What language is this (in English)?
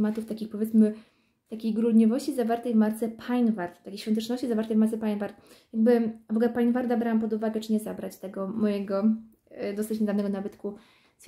Polish